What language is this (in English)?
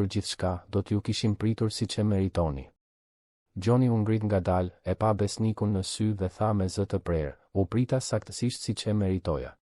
Albanian